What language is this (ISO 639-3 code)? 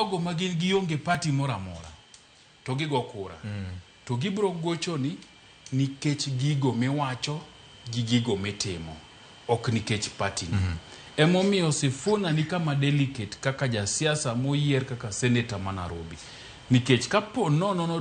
luo